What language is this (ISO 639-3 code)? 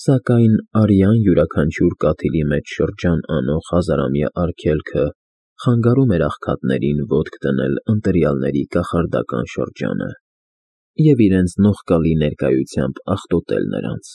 hye